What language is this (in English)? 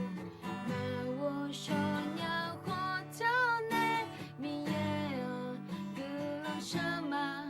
Akha